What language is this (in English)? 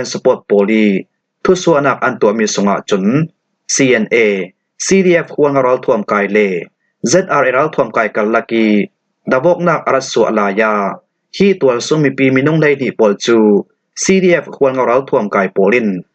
Falam Chin